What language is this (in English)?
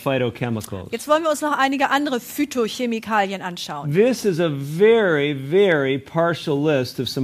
German